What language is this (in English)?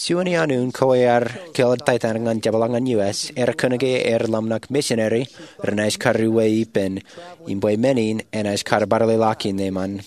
Marshallese